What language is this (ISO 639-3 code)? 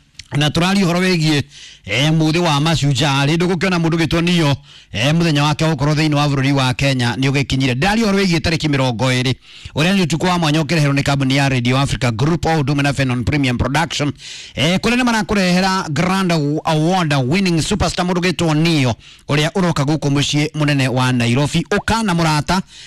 kik